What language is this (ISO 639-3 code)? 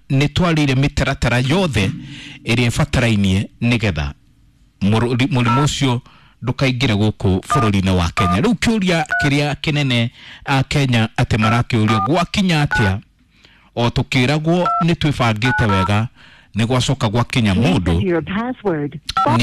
kik